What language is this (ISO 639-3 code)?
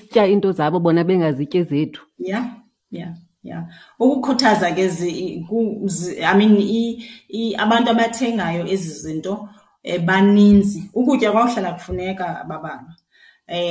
xho